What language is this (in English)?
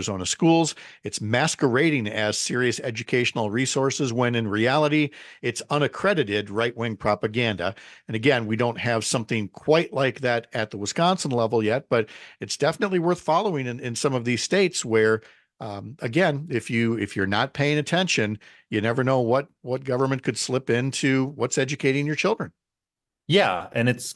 English